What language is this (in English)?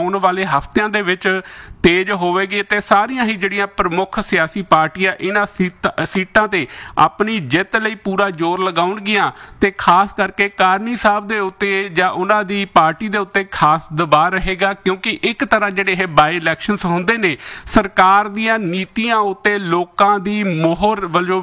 Punjabi